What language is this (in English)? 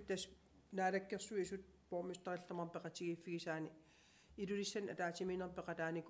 Kalaallisut